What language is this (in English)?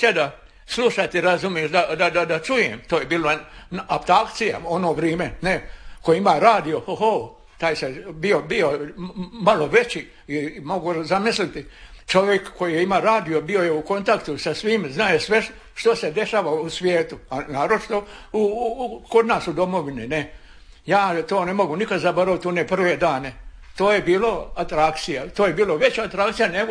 Croatian